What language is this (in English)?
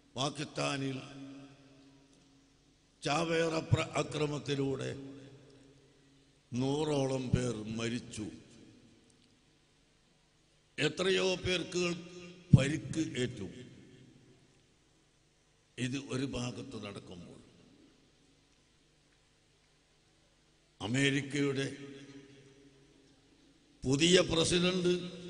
Malayalam